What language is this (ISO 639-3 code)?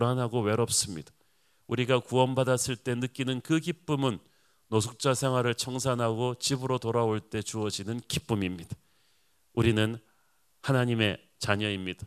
kor